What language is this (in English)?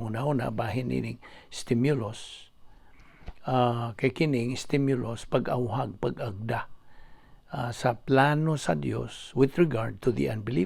Cebuano